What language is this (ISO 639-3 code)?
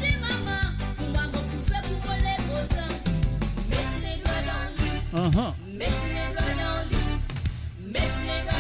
mfe